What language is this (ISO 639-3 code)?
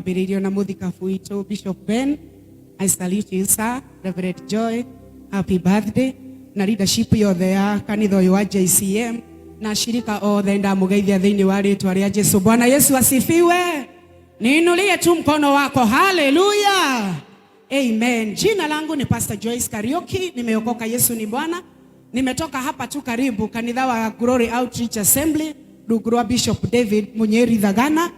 kik